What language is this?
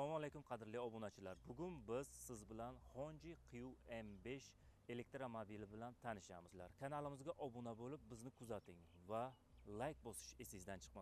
Uzbek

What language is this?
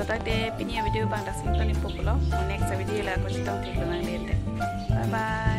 Karbi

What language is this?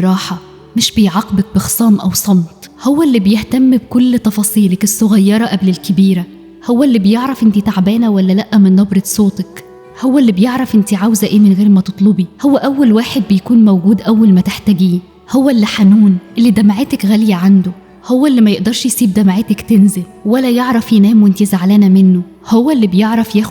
Egyptian Arabic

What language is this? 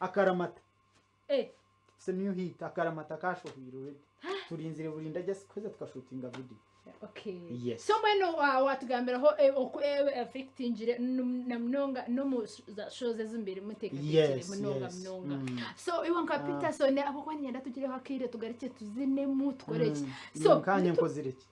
Nyankole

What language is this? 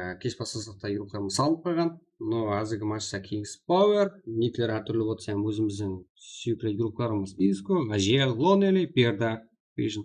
Kara-Kalpak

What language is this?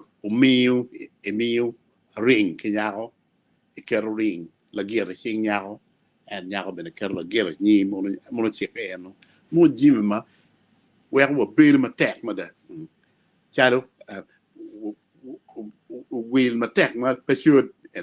Acoli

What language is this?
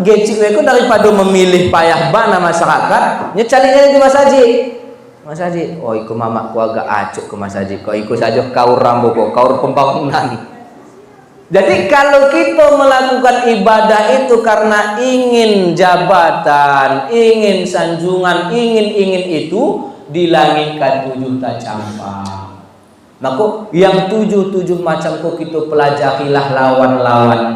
Minangkabau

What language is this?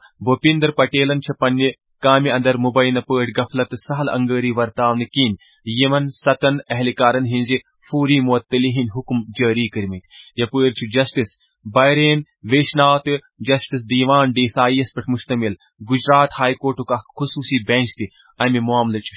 Kashmiri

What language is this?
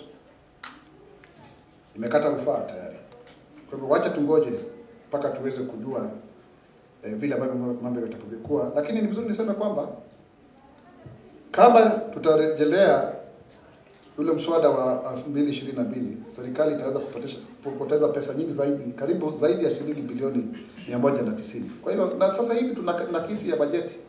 Swahili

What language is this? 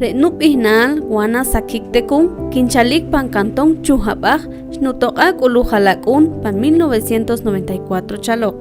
Poqomchi'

